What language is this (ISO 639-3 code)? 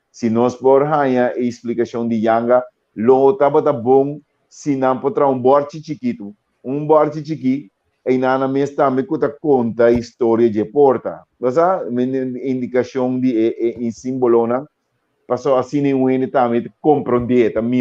pap